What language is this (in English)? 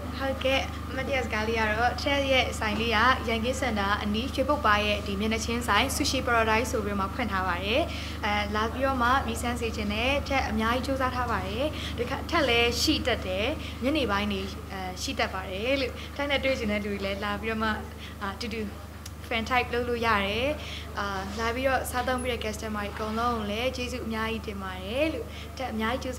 Burmese